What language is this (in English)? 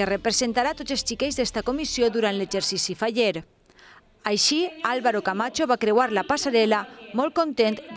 Catalan